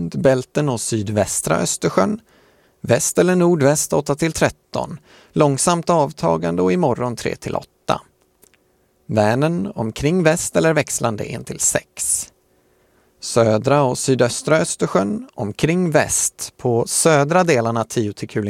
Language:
Swedish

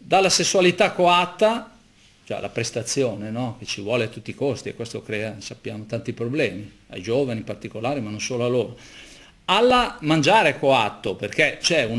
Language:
Italian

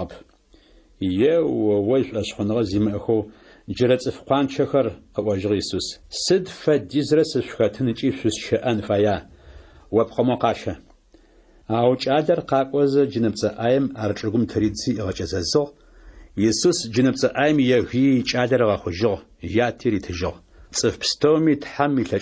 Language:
Adyghe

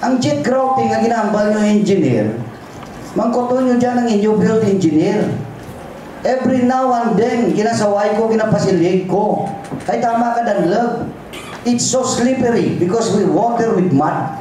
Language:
Hiligaynon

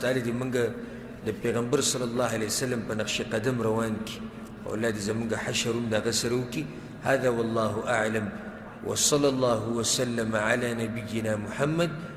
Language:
Pashto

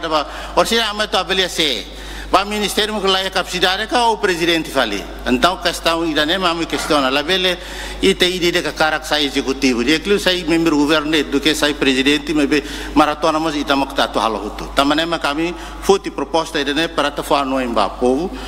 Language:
Tetum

